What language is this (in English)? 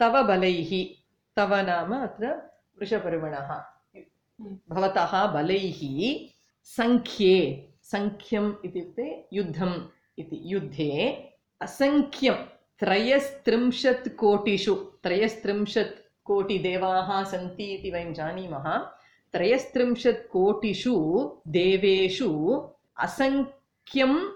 Sanskrit